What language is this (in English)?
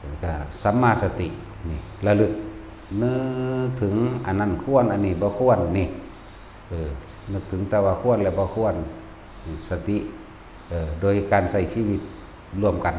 Northeastern Thai